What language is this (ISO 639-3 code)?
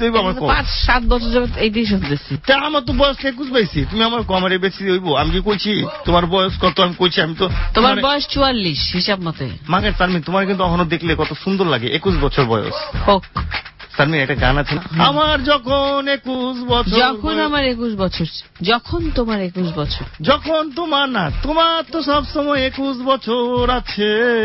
ben